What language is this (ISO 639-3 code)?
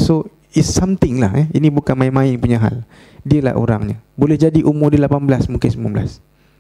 msa